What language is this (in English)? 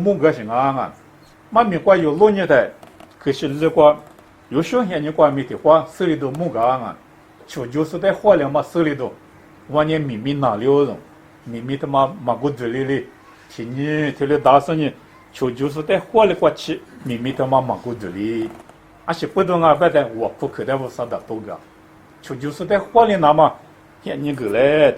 Lisu